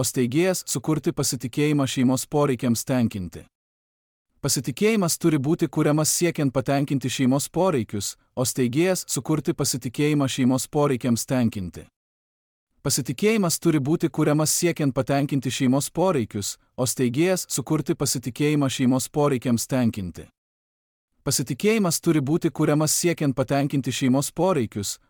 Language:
Lithuanian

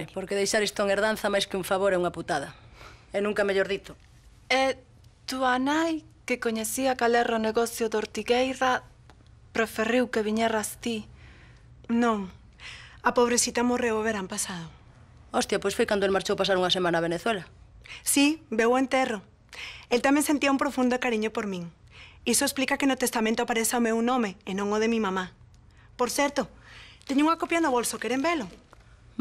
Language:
Galician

